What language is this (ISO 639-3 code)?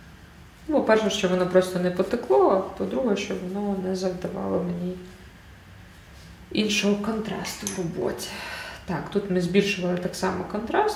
ukr